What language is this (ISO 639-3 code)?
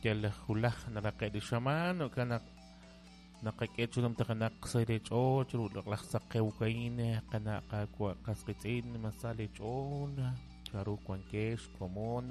kek